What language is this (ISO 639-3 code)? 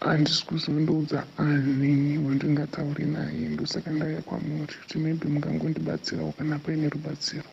sna